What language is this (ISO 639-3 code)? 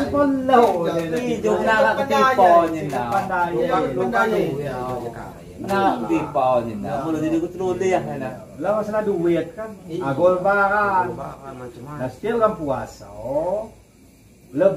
abl